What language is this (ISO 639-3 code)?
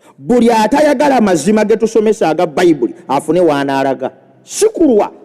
lug